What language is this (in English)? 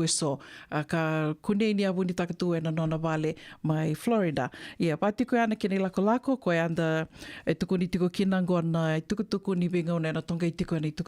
Fijian